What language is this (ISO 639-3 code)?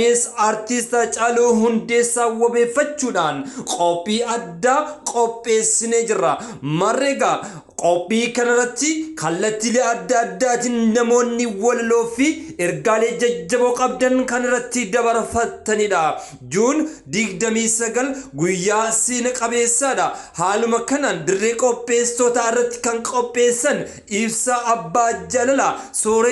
orm